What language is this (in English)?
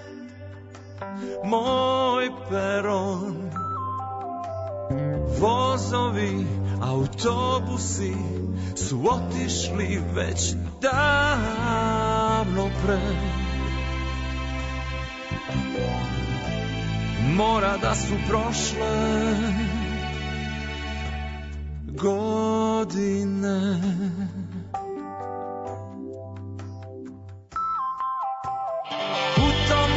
Serbian